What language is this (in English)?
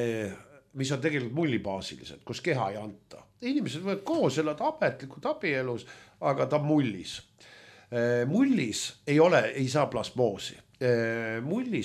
Estonian